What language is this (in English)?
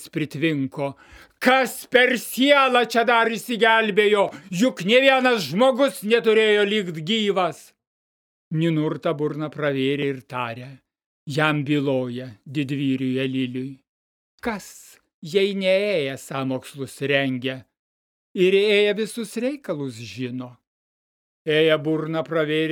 Lithuanian